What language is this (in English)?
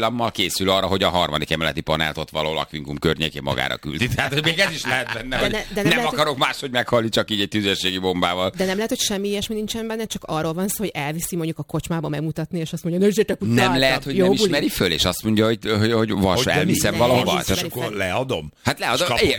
Hungarian